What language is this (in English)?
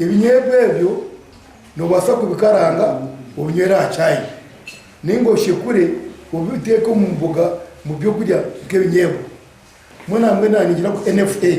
Nyankole